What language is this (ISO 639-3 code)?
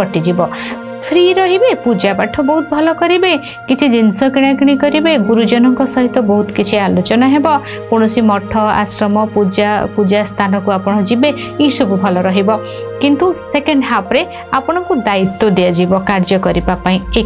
ori